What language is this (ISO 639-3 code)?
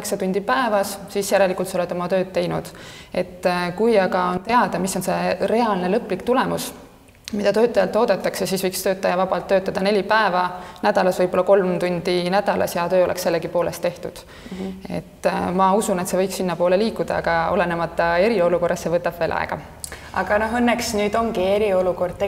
est